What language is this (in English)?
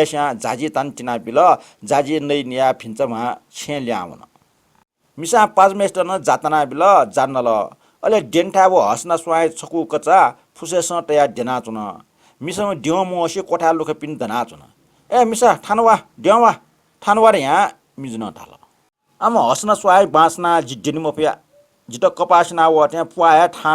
Newari